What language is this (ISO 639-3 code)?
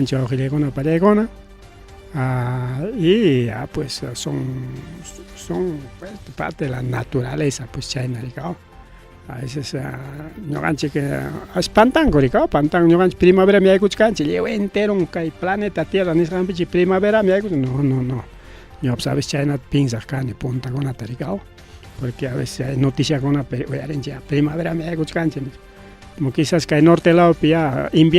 quy